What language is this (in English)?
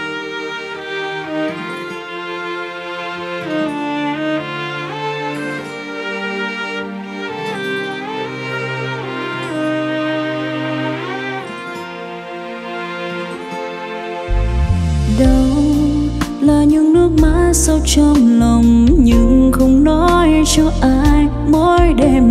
Vietnamese